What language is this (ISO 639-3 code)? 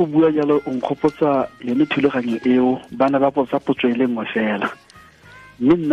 tsn